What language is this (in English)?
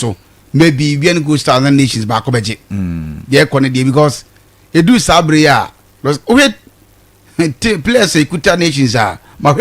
Akan